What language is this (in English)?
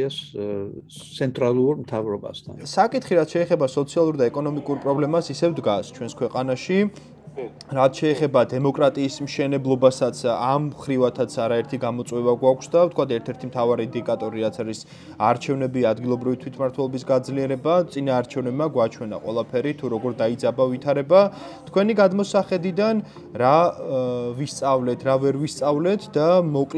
Georgian